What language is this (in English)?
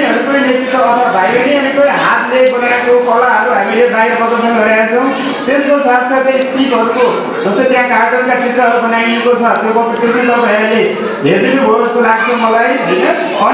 Nepali